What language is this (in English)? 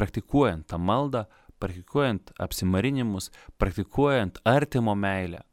Lithuanian